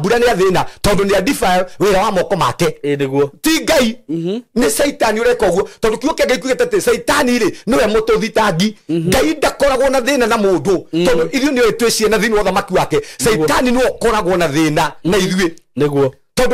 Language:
Kikuyu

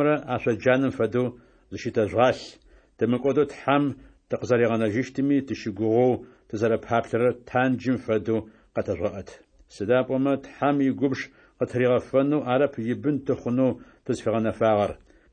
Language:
Adyghe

